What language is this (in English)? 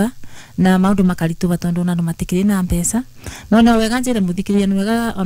Kikuyu